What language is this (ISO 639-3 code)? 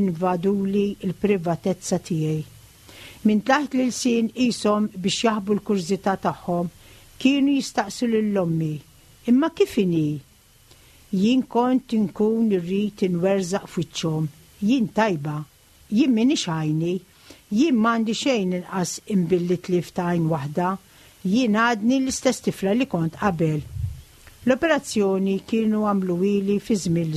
mlt